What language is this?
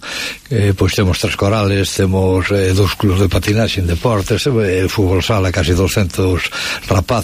Galician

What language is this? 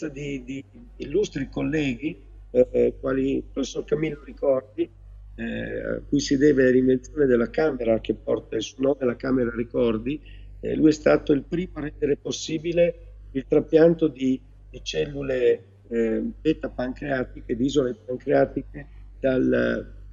Italian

